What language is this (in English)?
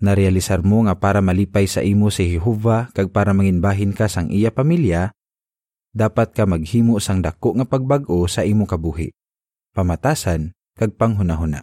Hiligaynon